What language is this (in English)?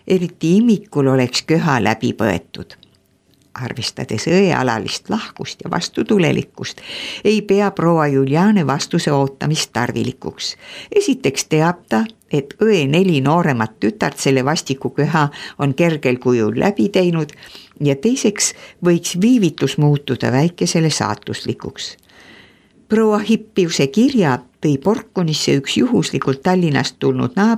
Estonian